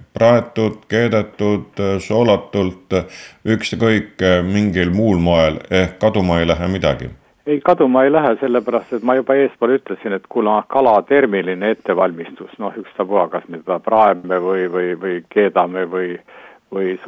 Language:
Estonian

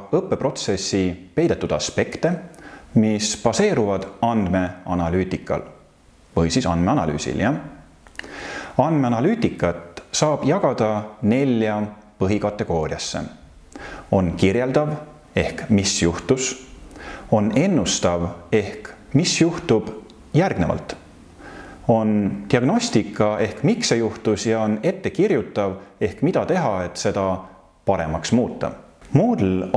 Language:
Estonian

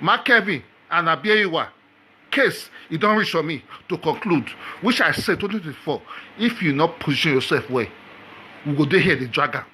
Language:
Nigerian Pidgin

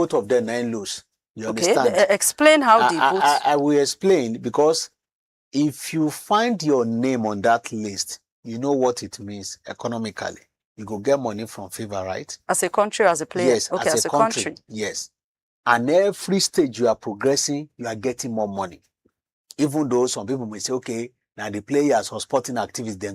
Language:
Nigerian Pidgin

